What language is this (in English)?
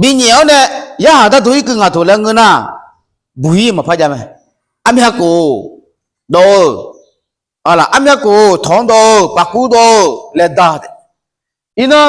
Akha